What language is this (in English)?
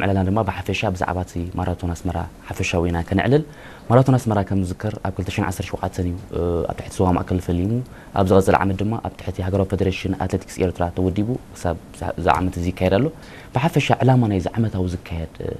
Tigrinya